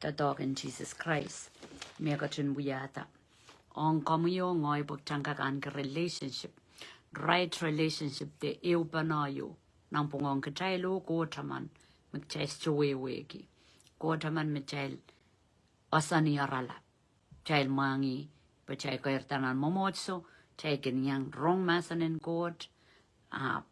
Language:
Pohnpeian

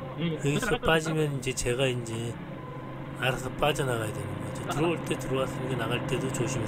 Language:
Korean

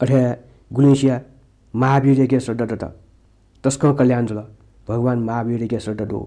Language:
Newari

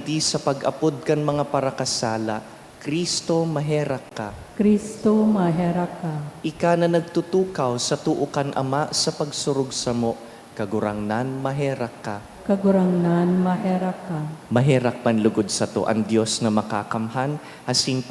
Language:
Bikol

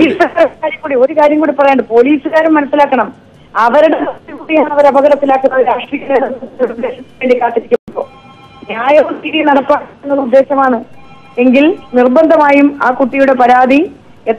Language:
Malayalam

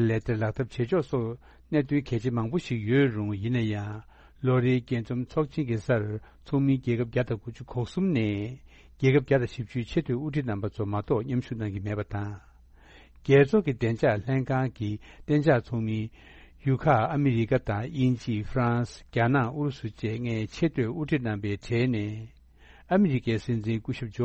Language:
Tibetan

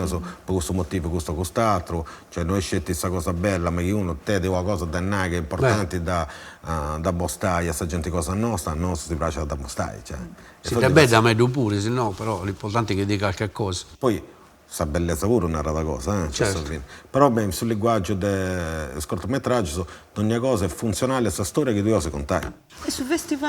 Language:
Sardinian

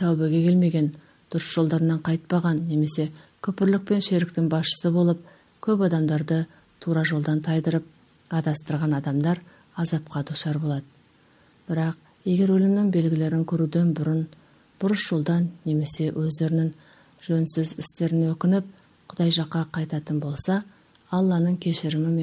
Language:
Kazakh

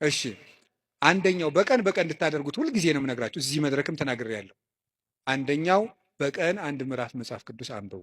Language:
Amharic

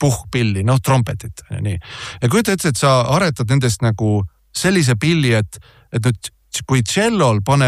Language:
Estonian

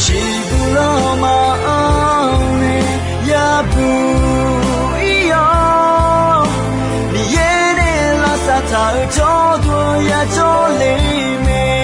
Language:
Akha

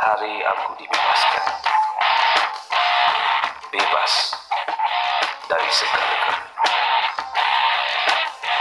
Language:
Malay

